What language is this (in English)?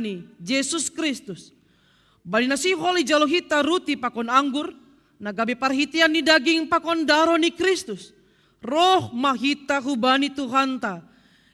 Batak Simalungun